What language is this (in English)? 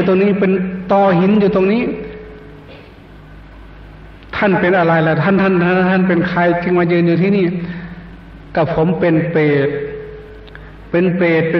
Thai